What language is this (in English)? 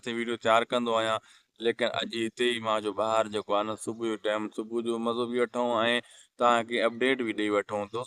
Sindhi